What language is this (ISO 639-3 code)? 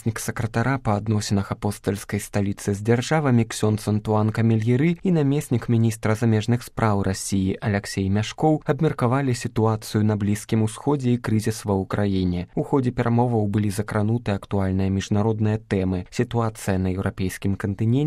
bel